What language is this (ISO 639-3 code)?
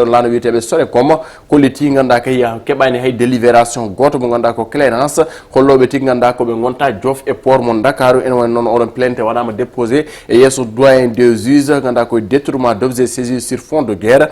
ful